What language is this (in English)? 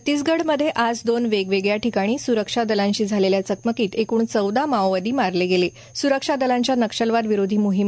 Marathi